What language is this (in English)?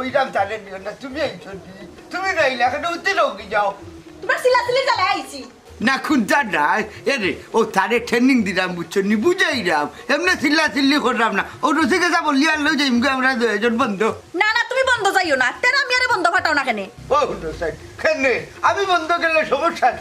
Sylheti